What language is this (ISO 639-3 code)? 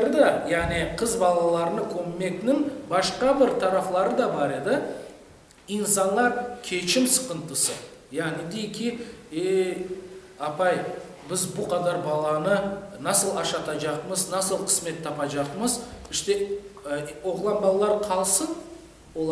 crh